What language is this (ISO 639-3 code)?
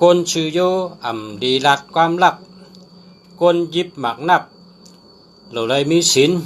shn